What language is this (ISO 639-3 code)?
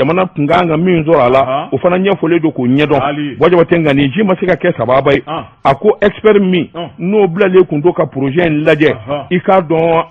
bam